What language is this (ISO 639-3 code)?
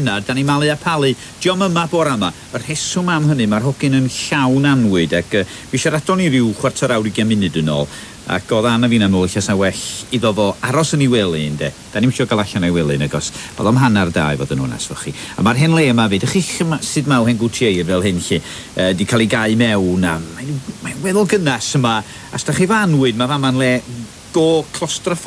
cym